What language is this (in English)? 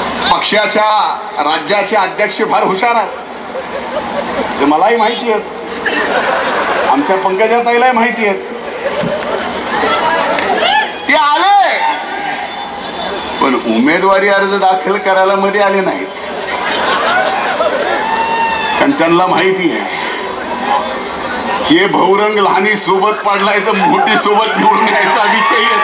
Marathi